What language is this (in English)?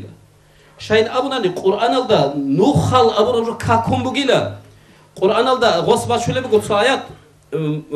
Avaric